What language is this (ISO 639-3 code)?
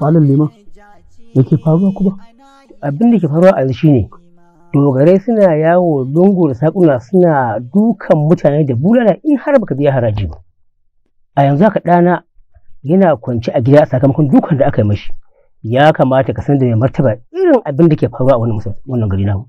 hau